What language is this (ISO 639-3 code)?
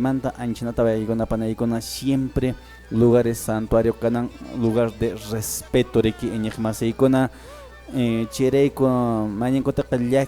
que